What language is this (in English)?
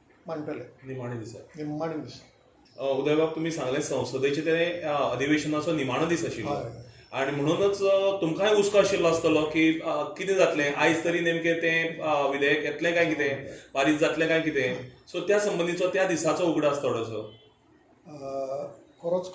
Konkani